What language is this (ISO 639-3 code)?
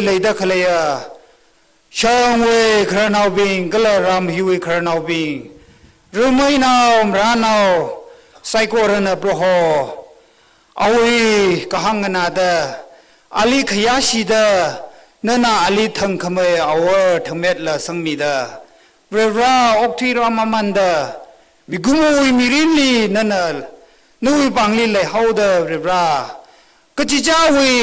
nmf